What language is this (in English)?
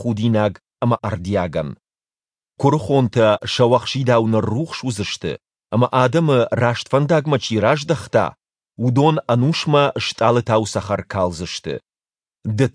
Ossetic